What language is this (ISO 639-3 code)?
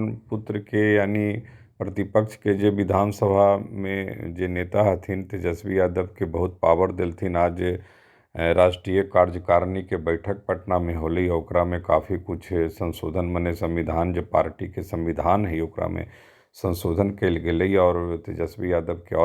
mag